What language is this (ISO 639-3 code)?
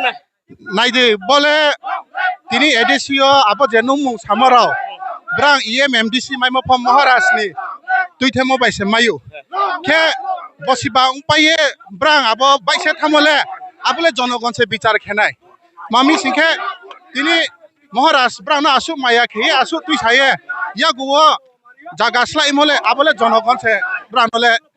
ria